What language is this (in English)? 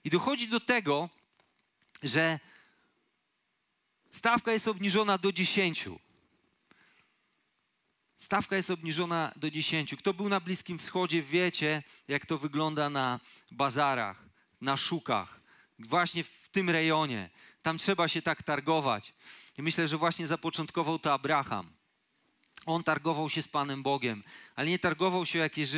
Polish